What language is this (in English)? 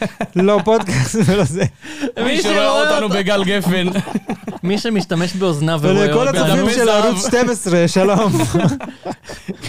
Hebrew